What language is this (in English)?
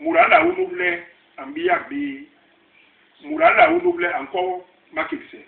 Basaa